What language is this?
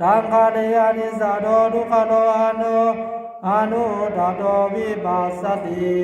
Pali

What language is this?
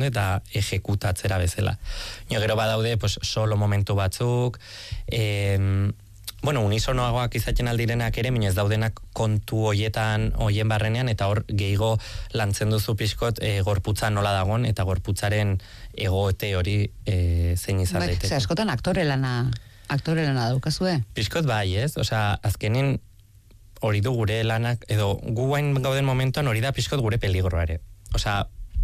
Basque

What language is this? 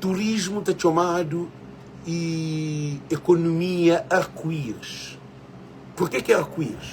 Kabuverdianu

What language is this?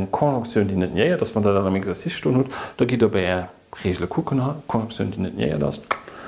Luxembourgish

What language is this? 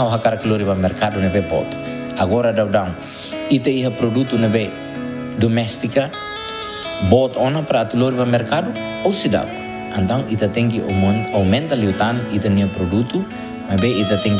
Tetum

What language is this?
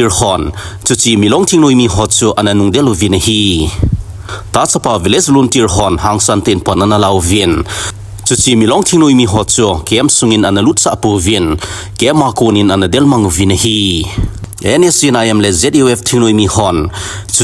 Thado Chin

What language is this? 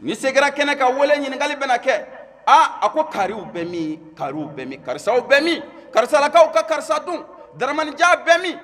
Bambara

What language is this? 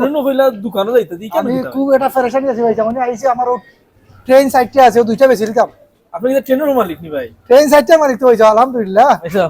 Sylheti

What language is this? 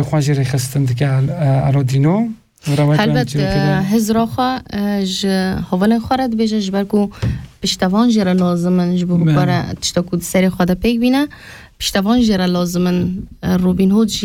Kurdish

